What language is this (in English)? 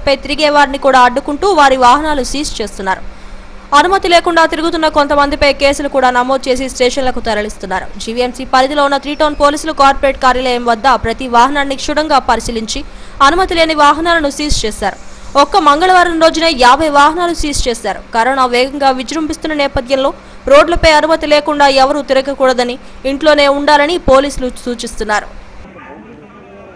Telugu